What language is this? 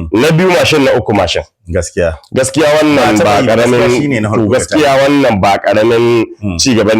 Hausa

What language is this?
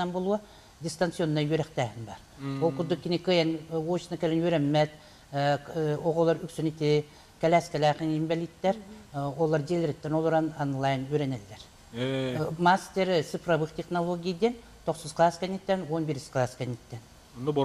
Yakut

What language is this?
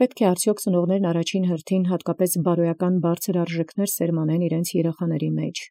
Armenian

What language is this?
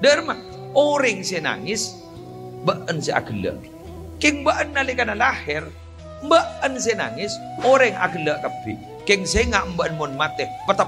Madurese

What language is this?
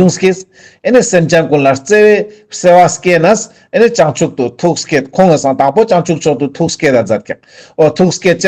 Ladakhi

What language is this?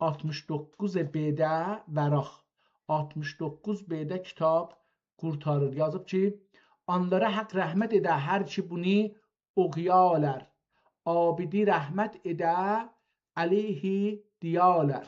South Azerbaijani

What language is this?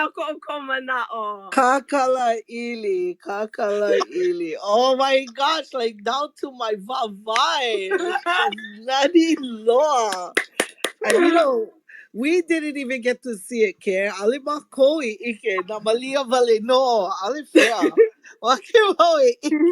Hawaiian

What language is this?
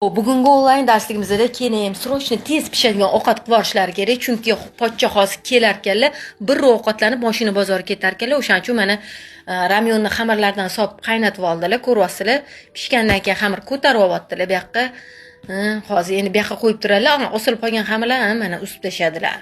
Uzbek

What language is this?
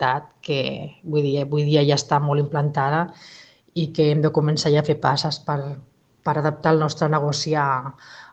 Catalan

